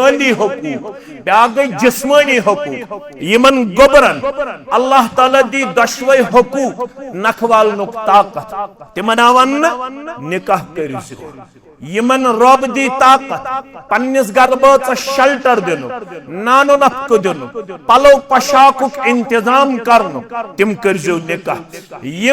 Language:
Kashmiri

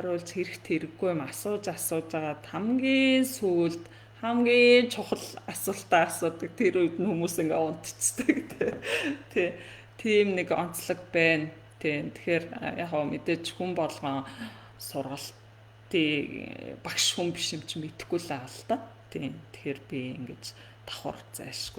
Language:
Mongolian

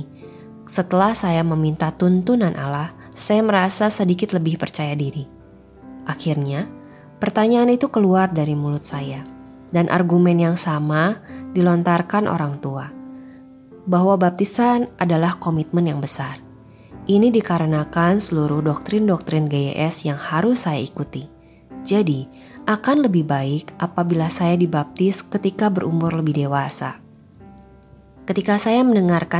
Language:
Indonesian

